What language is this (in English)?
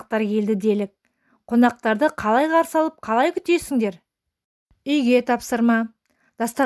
Kazakh